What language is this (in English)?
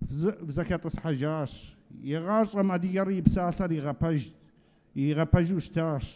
Kabardian